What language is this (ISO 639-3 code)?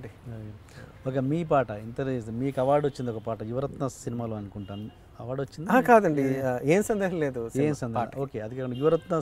tel